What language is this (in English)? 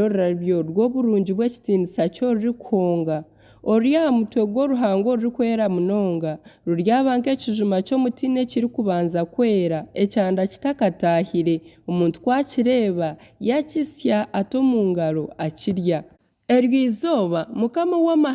Nyankole